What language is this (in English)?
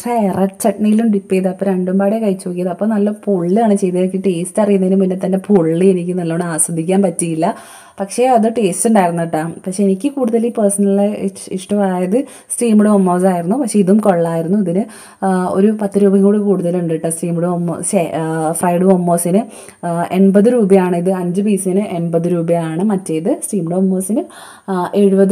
Malayalam